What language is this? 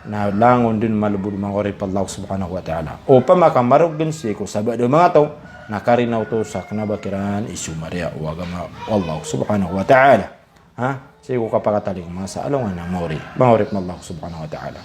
Maranao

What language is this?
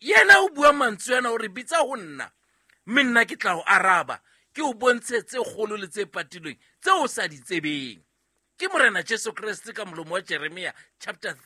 Southern Sotho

